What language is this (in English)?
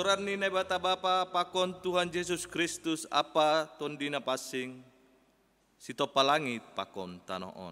Batak Simalungun